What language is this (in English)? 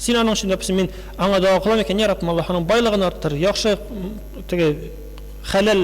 Tatar